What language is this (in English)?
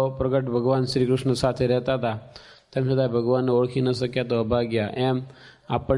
Gujarati